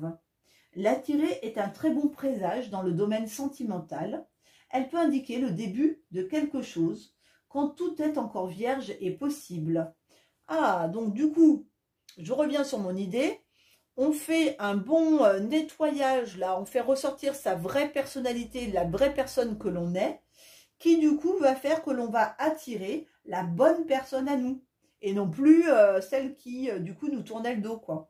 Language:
French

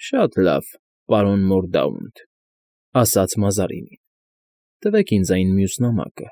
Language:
Armenian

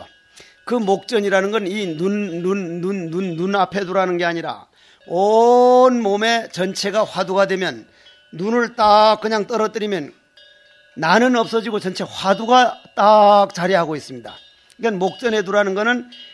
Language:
Korean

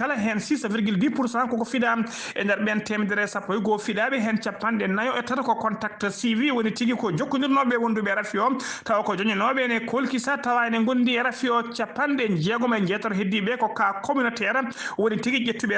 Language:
Fula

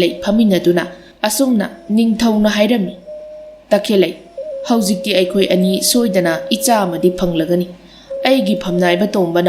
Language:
Manipuri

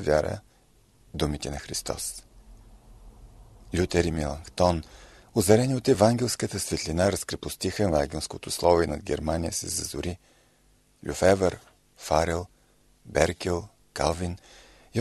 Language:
Bulgarian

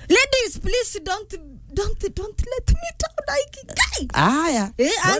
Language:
Meru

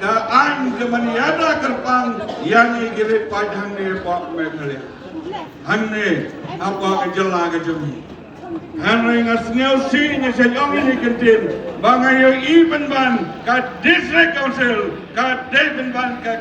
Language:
Khasi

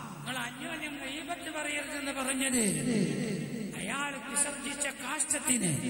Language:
Malayalam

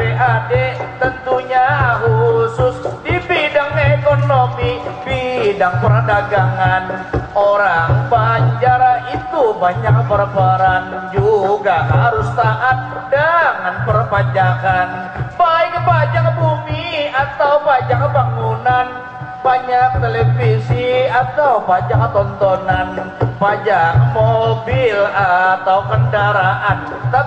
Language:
Banjar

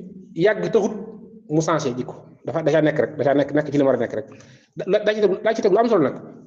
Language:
Wolof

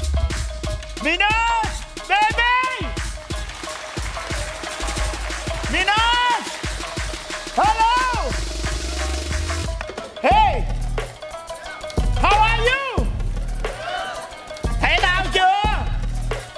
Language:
Vietnamese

